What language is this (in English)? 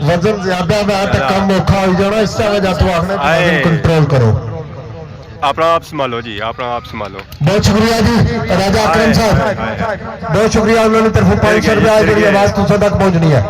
Pahari-Potwari